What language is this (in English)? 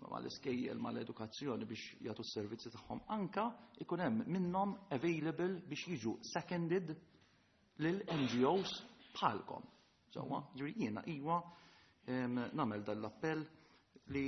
Maltese